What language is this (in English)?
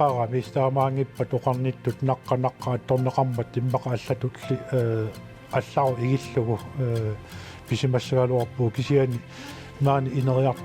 Kalaallisut